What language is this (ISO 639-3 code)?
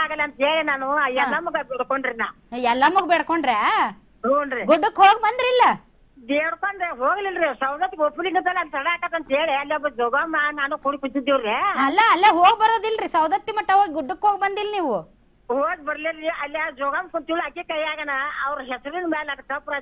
kan